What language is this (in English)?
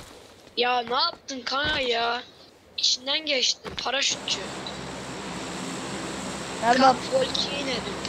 Turkish